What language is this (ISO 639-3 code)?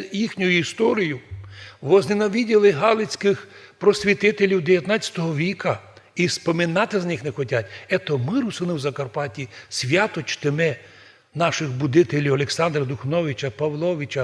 rue